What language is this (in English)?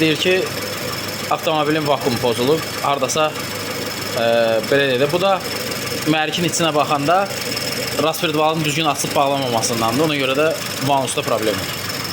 Azerbaijani